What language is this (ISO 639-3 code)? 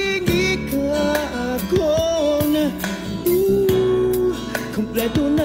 war